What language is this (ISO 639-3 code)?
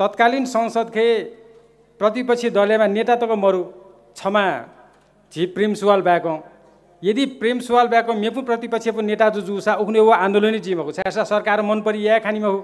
new